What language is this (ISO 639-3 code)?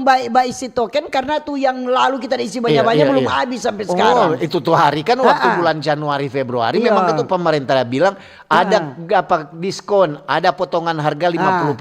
xmm